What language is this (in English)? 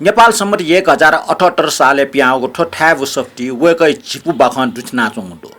Newari